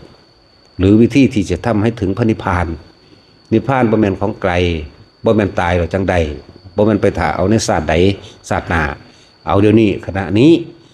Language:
Northeastern Thai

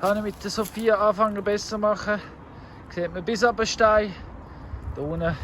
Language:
Swiss German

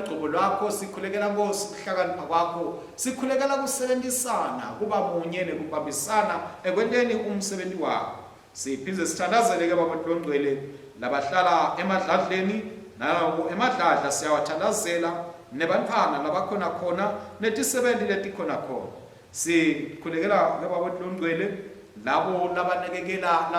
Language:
Swati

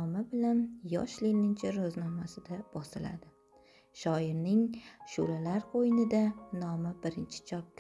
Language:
Uzbek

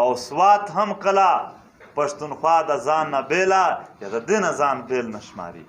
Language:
Pashto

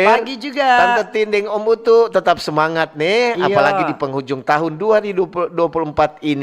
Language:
Manado Malay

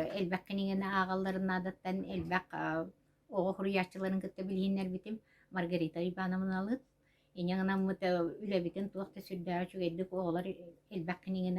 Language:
Yakut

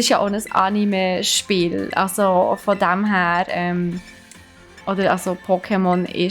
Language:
Swiss German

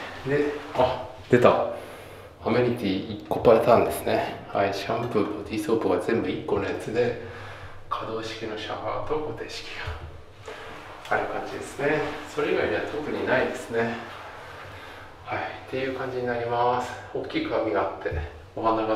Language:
Japanese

